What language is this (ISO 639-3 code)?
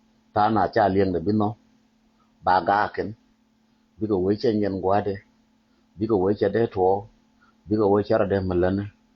nus